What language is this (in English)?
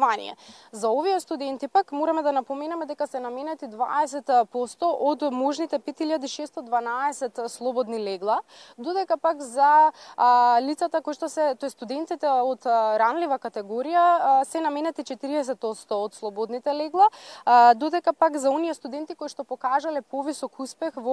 Macedonian